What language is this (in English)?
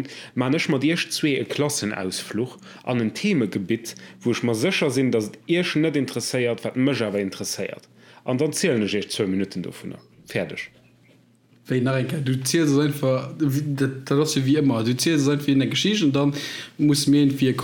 Luxembourgish